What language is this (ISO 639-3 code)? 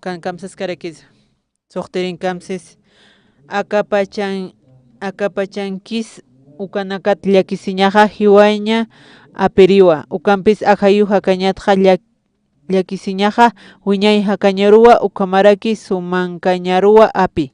aym